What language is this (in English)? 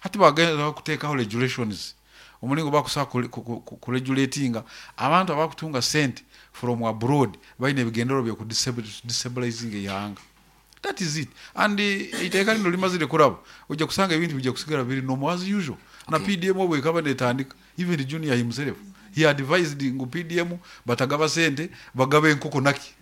Nyoro